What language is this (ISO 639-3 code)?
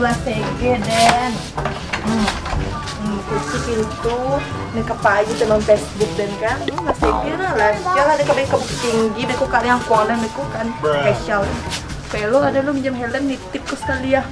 min